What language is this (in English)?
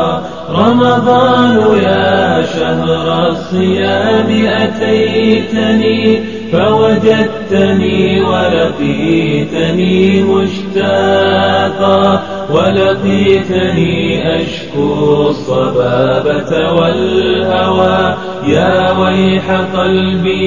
Bosnian